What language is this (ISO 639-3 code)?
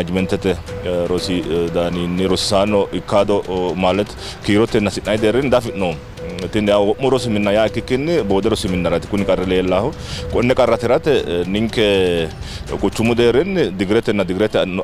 sid